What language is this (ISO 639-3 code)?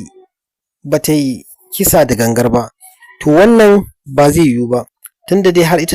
hau